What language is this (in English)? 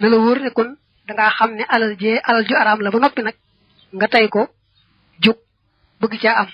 Wolof